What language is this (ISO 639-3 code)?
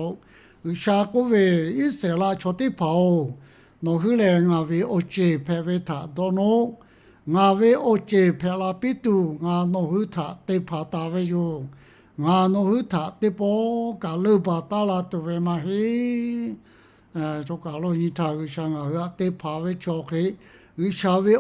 lhu